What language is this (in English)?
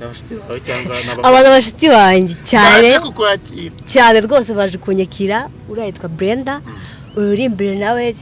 Kinyarwanda